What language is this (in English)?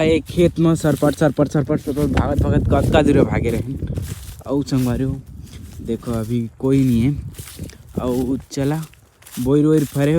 Chhattisgarhi